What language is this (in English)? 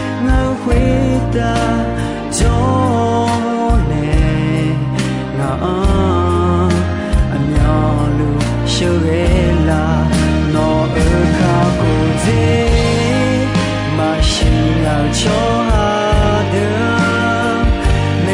Akha